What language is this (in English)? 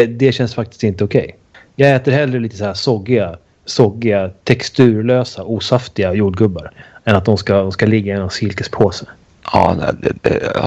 Swedish